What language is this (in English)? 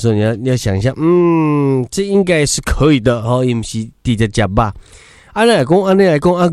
Min Nan Chinese